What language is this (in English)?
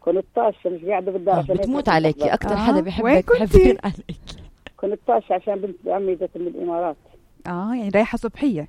North Levantine Arabic